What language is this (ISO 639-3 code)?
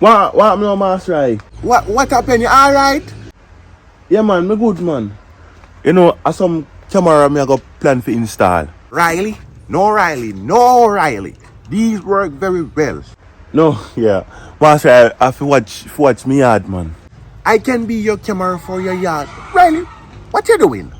jam